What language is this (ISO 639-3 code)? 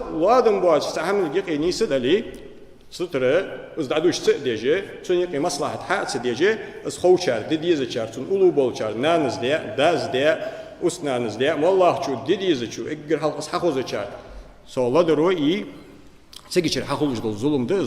inh